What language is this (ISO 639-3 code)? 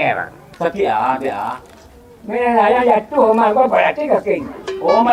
min